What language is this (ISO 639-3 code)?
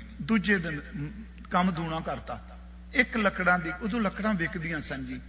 pan